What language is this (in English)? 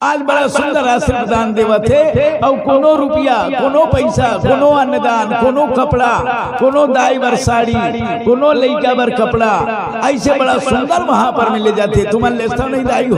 Chhattisgarhi